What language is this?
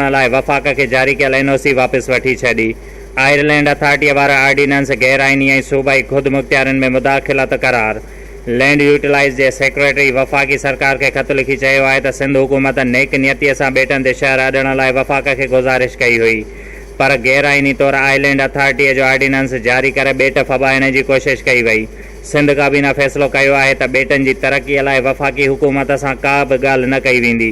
Sindhi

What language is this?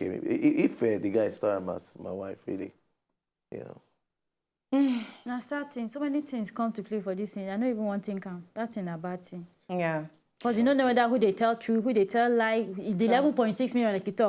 Nigerian Pidgin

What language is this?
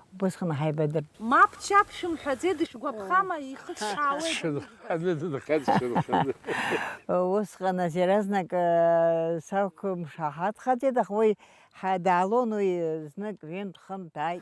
Abkhazian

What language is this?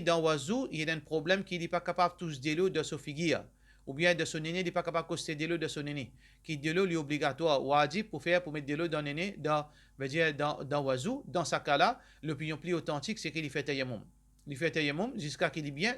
Morisyen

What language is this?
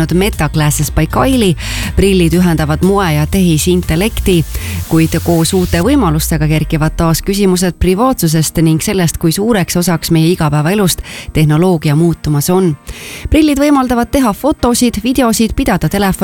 Estonian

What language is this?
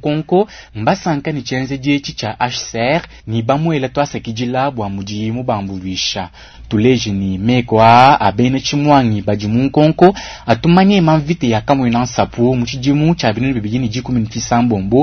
Luba-Lulua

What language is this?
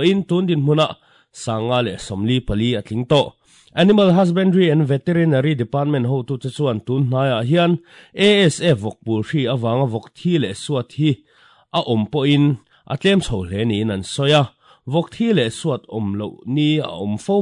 Mizo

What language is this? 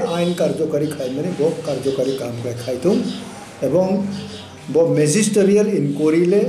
Kok Borok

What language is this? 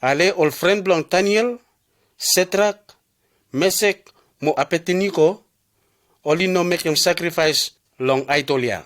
Bislama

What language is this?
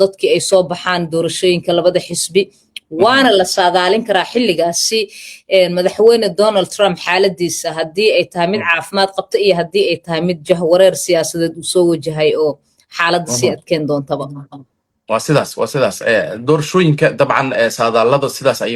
Somali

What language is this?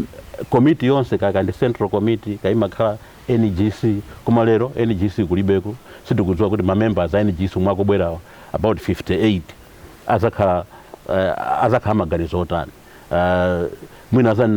Nyanja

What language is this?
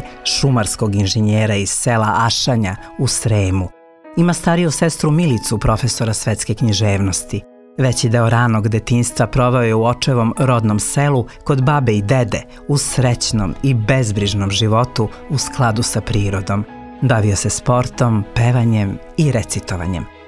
Serbian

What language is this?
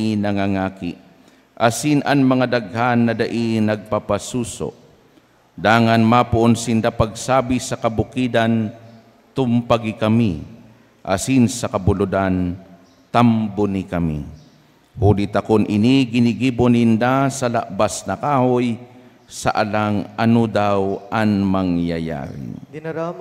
Bikol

